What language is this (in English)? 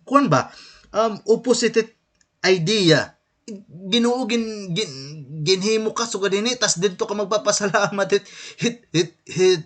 Waray